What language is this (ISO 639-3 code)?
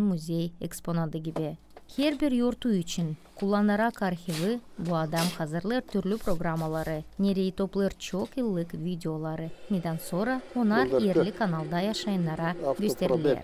gag